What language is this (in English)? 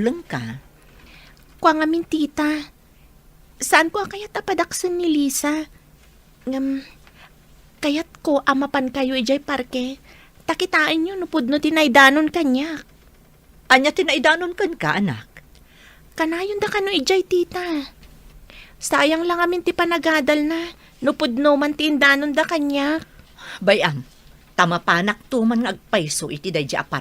Iloko